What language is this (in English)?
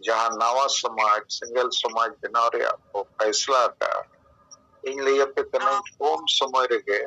Santali